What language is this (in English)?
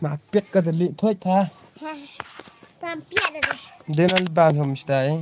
Khasi